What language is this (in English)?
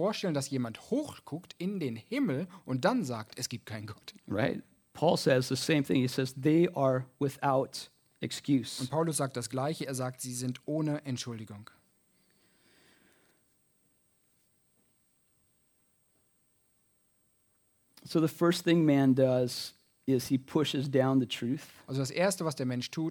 German